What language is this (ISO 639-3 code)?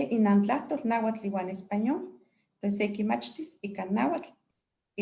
nhe